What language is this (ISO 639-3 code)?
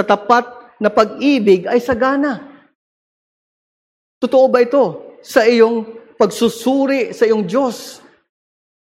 fil